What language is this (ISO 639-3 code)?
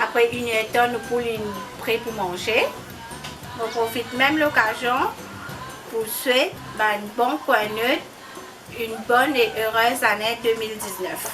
mfe